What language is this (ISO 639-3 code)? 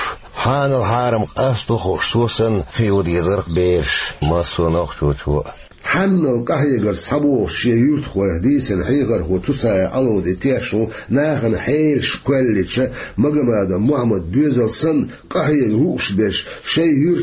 che